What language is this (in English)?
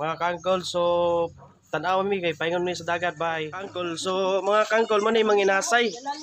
Cebuano